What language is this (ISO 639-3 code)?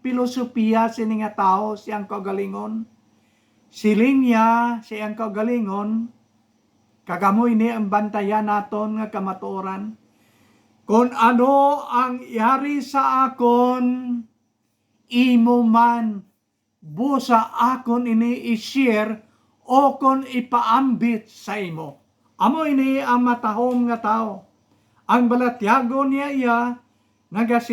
hil